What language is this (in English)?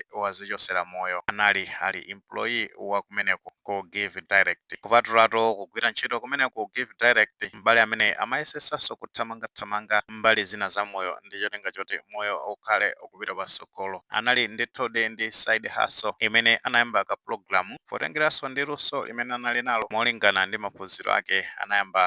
Nyanja